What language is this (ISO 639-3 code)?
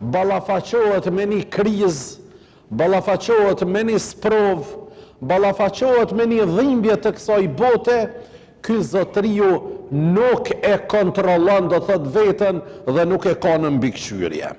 sqi